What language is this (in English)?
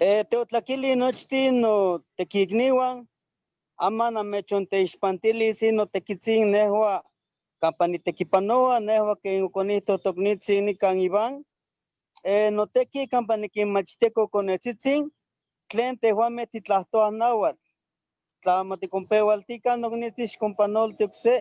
Eastern Huasteca Nahuatl